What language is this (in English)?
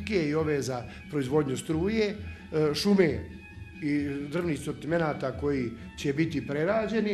Croatian